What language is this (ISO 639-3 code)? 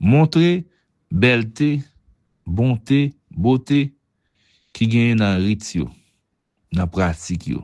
hat